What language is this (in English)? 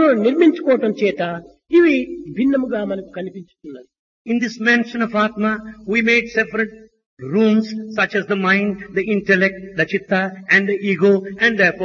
Telugu